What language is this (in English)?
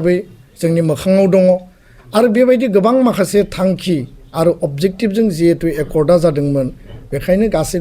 Bodo